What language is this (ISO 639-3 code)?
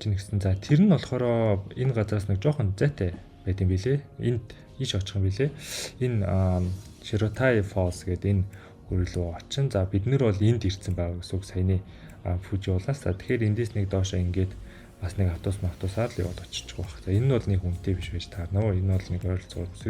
mon